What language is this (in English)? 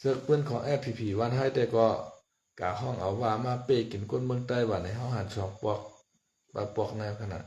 Shan